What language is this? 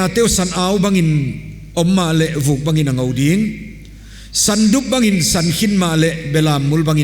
Paite Chin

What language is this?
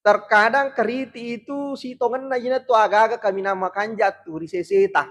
Buginese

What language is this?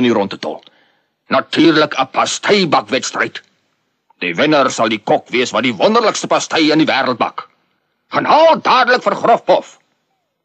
Afrikaans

